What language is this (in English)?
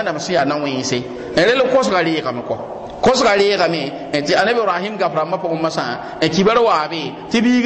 Mossi